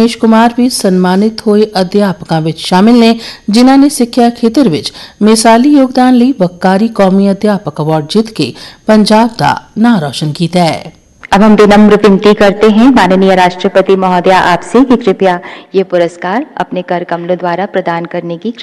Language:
Punjabi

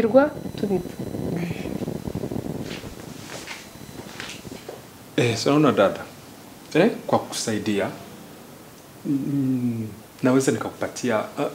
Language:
Kinyarwanda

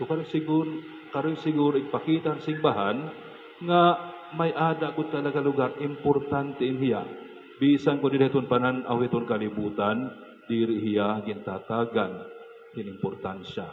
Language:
Waray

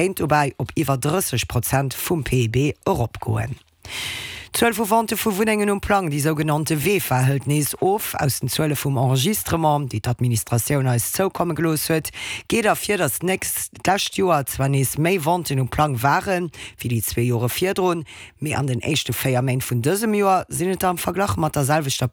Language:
Luxembourgish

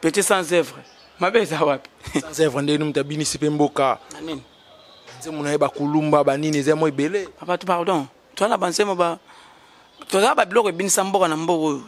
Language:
Lingala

